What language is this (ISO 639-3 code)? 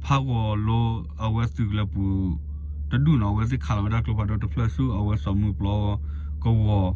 ksw